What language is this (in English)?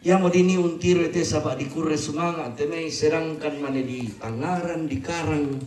Toraja-Sa'dan